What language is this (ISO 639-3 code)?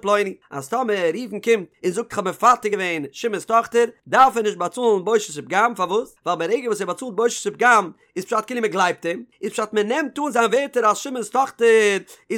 yid